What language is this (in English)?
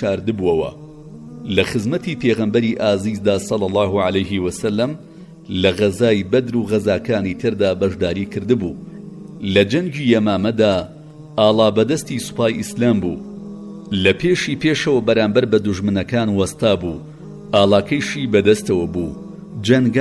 Central Kurdish